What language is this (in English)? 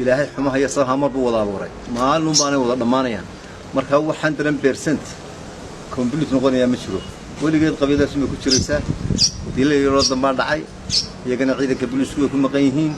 Somali